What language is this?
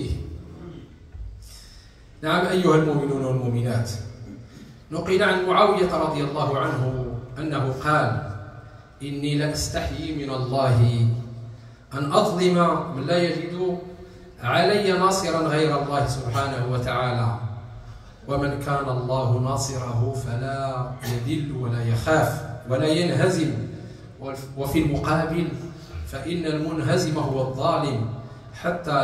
Arabic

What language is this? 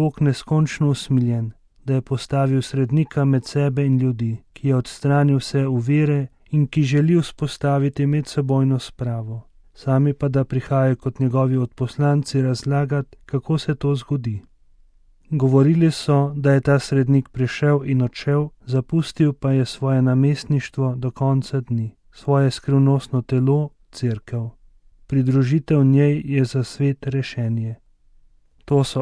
Slovenian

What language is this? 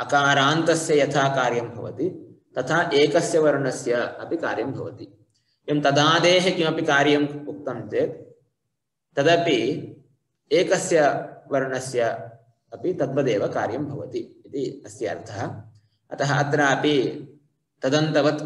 Sanskrit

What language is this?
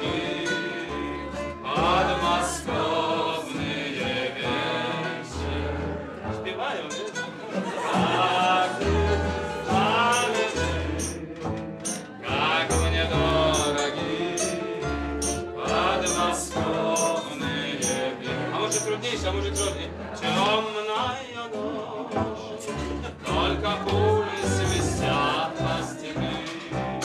Polish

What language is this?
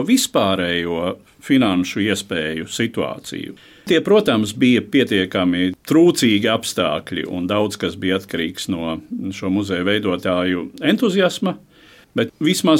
Latvian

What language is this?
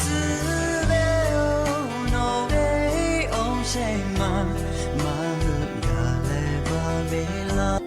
Lahu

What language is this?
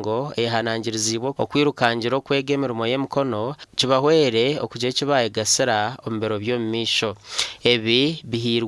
Nyankole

